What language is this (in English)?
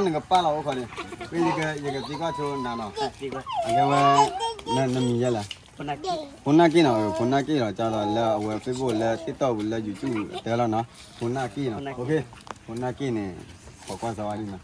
S'gaw Karen